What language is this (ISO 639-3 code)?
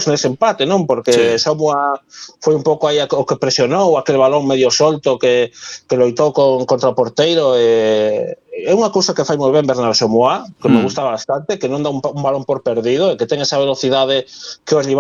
glg